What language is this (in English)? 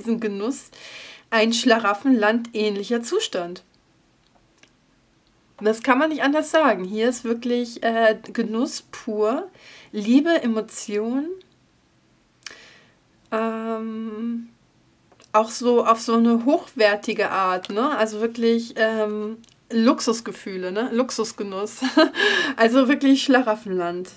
German